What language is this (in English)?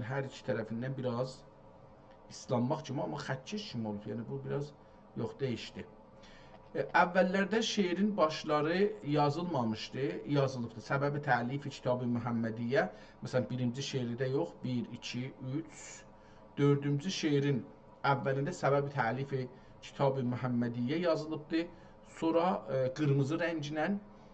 South Azerbaijani